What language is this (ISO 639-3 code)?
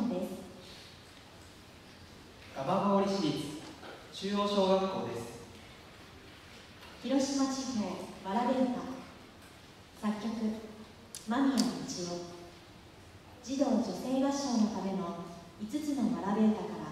jpn